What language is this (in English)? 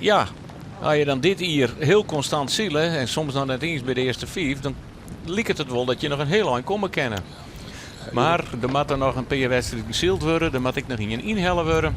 Western Frisian